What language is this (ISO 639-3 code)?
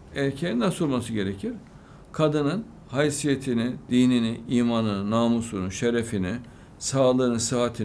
tur